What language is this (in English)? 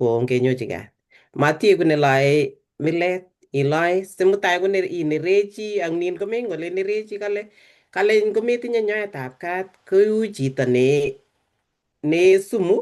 Kalenjin